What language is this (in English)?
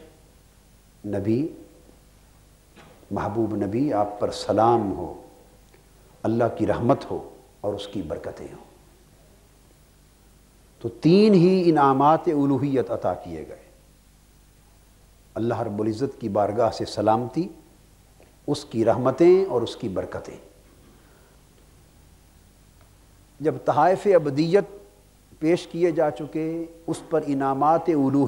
Urdu